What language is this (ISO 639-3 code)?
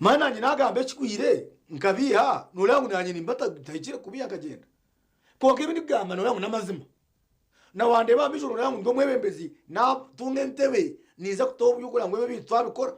nyn